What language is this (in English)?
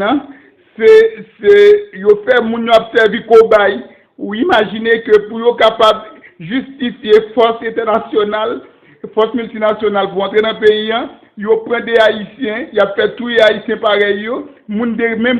Haitian Creole